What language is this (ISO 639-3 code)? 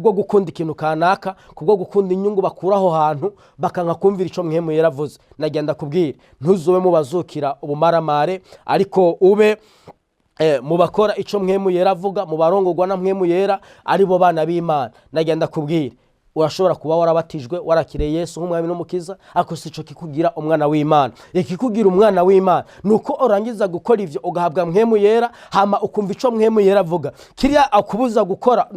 run